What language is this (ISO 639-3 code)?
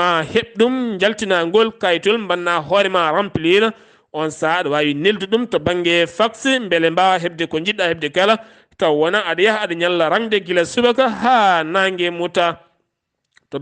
ful